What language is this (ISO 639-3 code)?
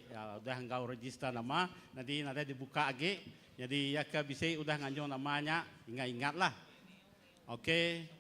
iba